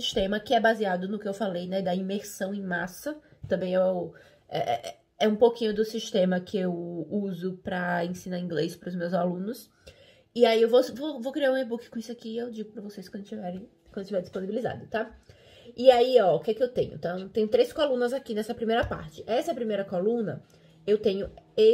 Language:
Portuguese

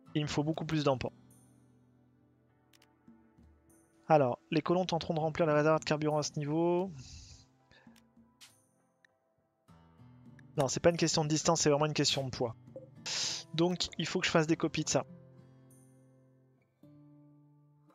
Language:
French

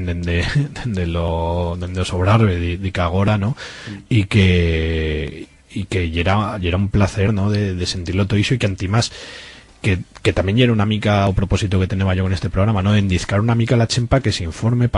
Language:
Aragonese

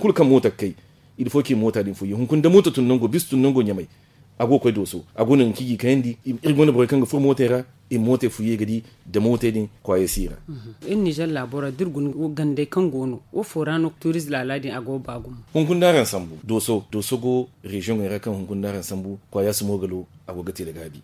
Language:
Zarma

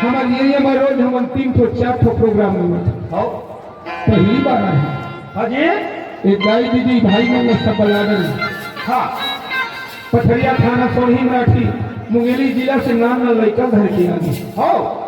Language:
Chhattisgarhi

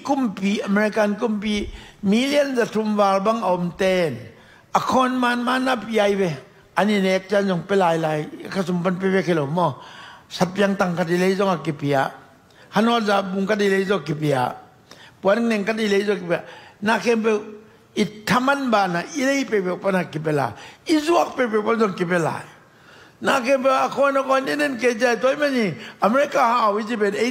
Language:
Tedim Chin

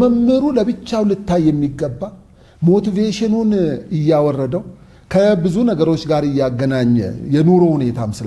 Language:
Amharic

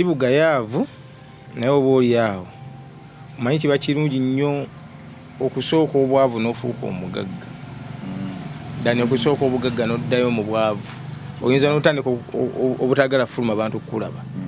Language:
Ganda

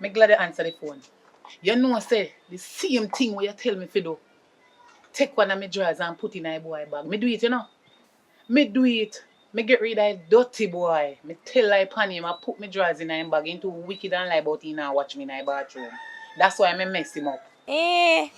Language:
Jamaican Creole English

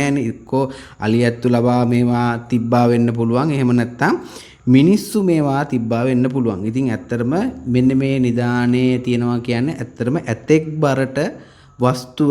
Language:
Sinhala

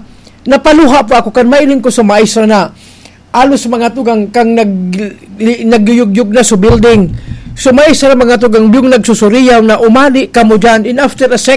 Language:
Bikol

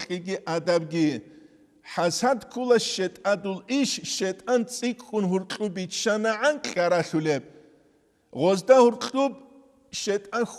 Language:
Avaric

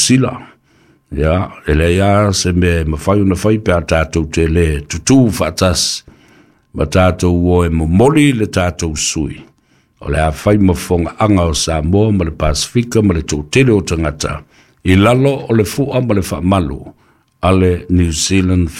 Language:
Samoan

